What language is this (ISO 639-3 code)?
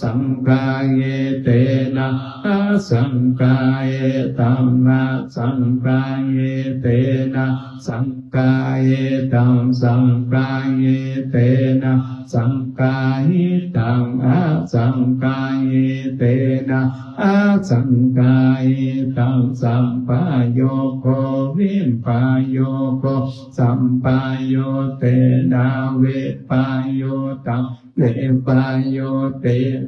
pli